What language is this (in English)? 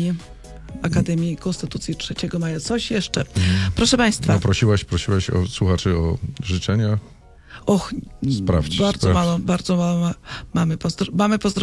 Polish